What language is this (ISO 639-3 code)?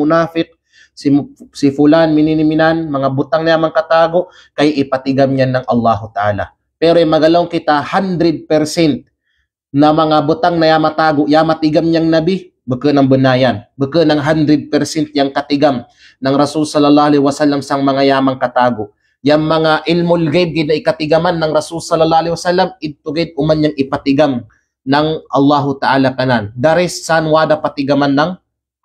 kqe